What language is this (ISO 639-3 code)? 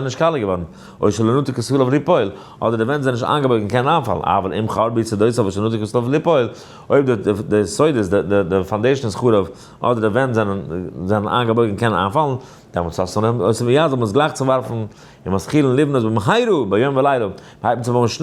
yid